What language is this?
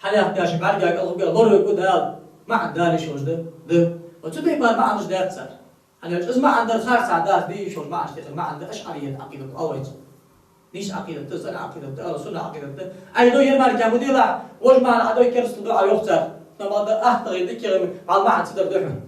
Ingush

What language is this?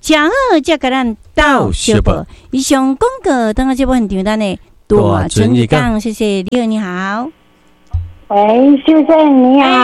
Min Nan Chinese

